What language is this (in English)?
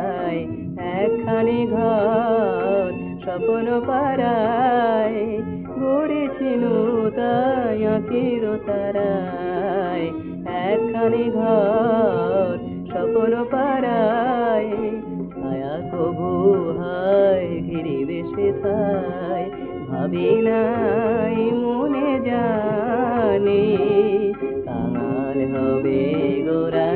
Bangla